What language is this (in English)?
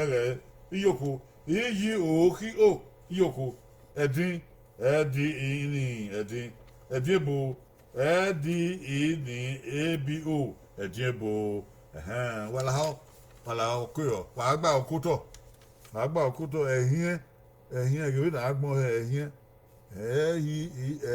Bini